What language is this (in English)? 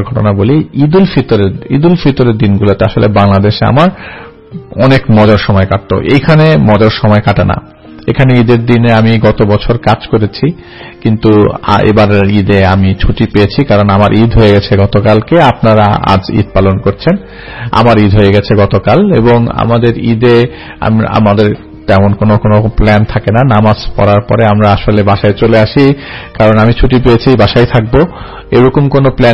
Bangla